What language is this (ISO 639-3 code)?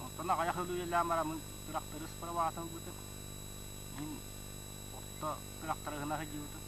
sah